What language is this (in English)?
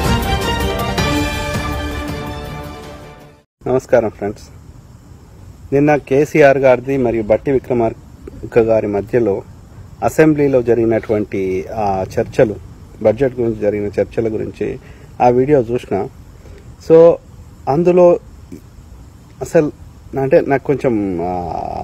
Telugu